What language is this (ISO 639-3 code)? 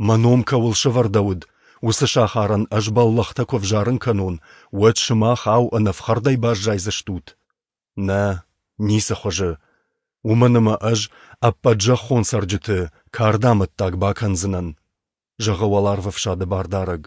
oss